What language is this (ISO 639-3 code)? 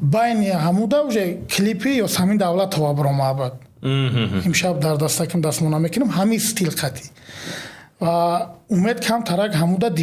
tgk